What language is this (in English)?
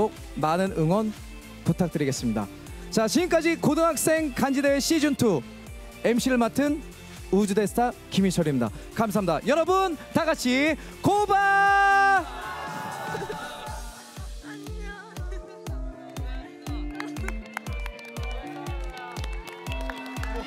Korean